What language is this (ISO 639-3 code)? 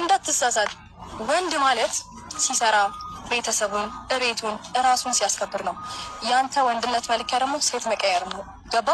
amh